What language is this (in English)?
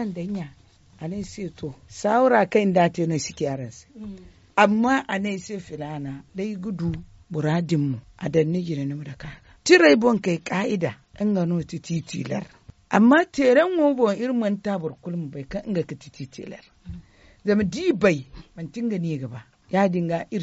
Zarma